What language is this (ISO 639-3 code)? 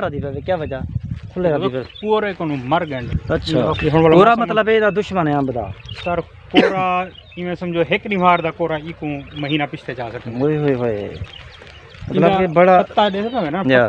skr